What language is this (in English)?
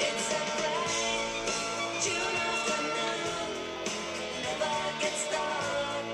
Faroese